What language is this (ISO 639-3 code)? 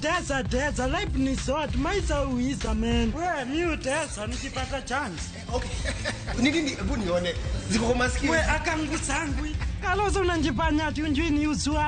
luo